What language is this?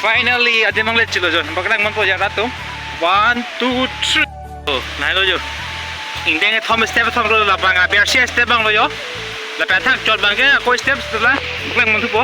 Karbi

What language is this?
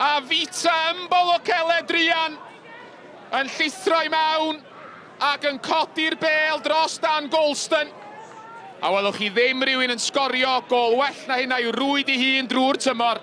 Welsh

